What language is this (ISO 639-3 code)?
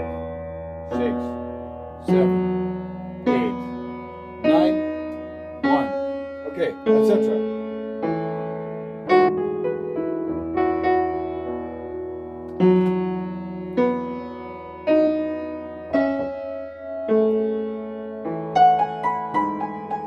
eng